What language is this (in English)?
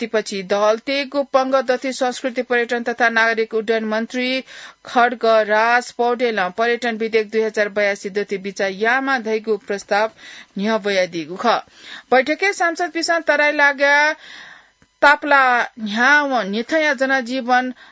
Newari